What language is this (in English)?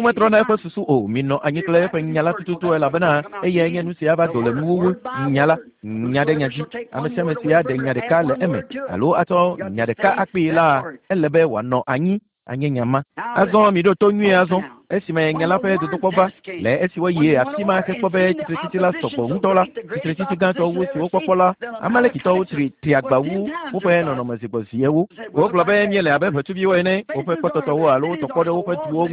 Ewe